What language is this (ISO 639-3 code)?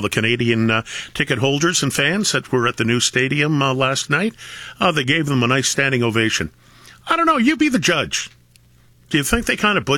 eng